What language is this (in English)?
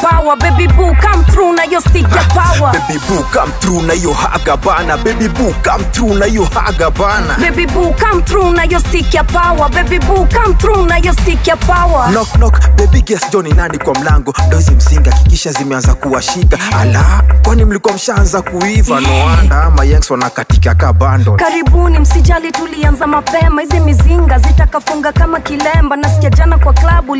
Swahili